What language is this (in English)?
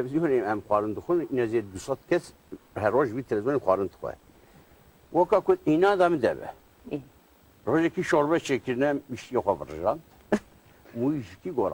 Kurdish